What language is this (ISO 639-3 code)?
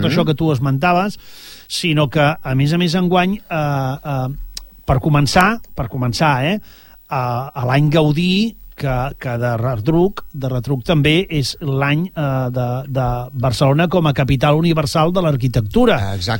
cat